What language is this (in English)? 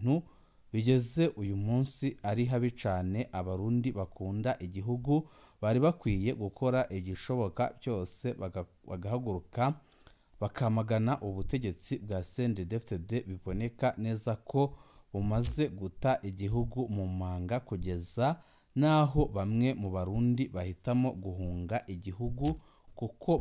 Rundi